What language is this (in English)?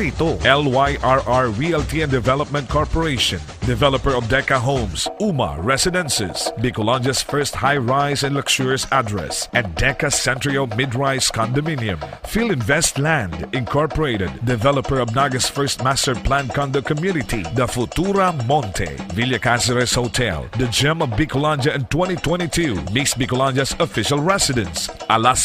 Bikol